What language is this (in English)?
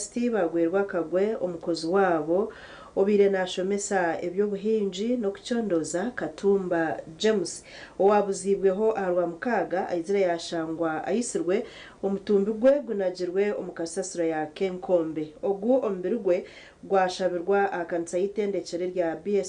Nyankole